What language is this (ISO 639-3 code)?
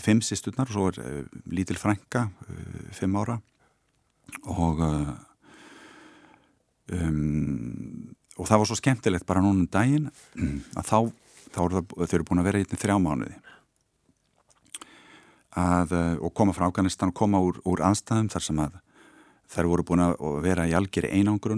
isl